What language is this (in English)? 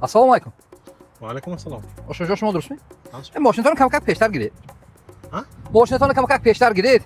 Tajik